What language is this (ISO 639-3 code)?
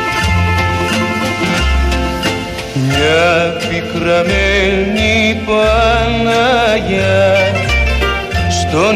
ell